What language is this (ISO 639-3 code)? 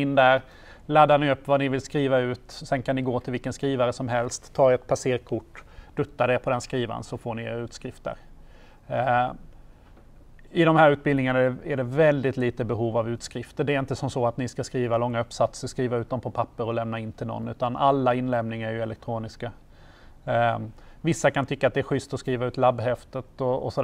swe